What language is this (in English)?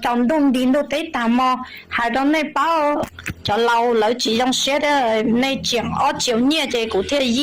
Hmong